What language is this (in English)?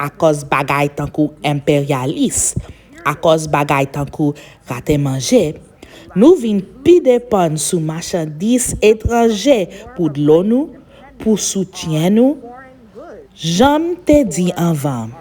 Haitian Creole